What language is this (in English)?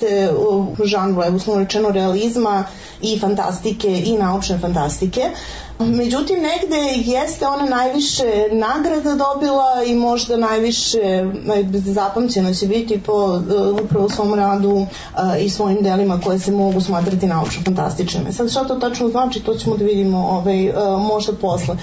Serbian